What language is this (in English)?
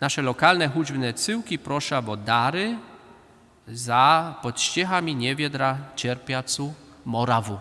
Upper Sorbian